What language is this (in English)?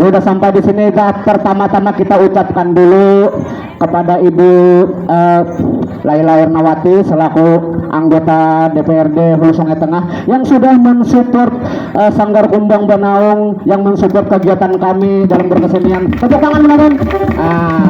Banjar